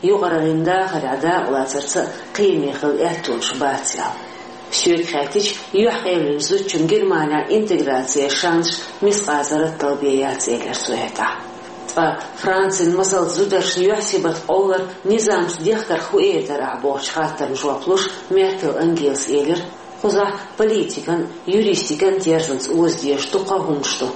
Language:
Chechen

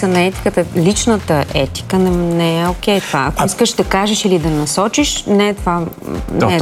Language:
Bulgarian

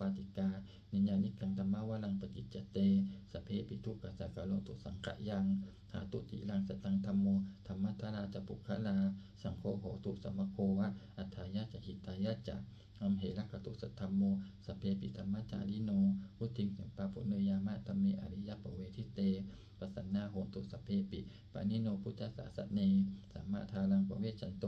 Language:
Pali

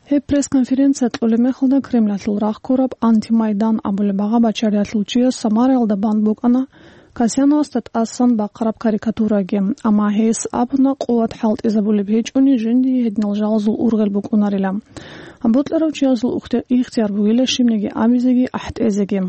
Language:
Avaric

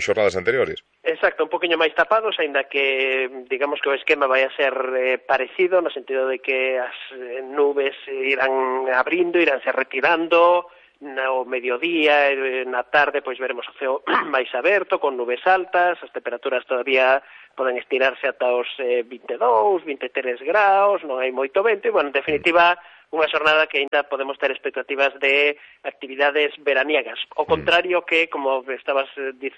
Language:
Galician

